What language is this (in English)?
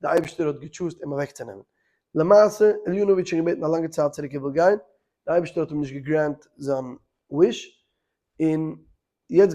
Yiddish